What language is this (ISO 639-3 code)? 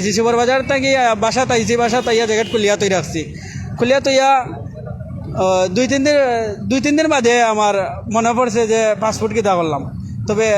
syl